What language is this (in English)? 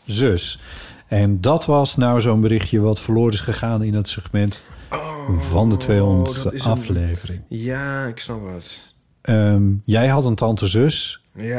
Dutch